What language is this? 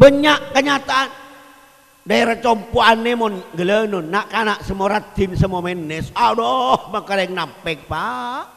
Madurese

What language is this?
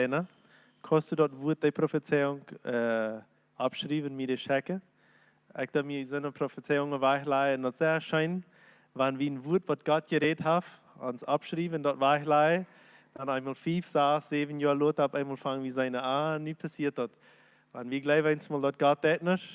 Plautdietsch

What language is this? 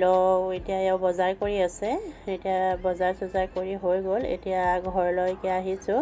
Assamese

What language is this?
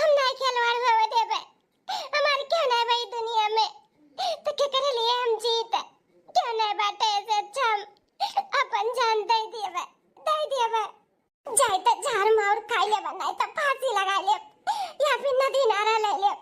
Bhojpuri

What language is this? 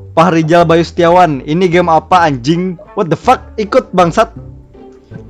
Banjar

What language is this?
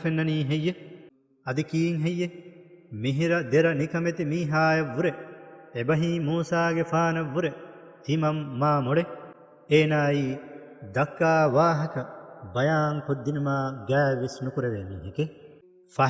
Divehi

